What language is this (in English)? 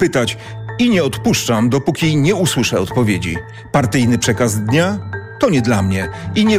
Polish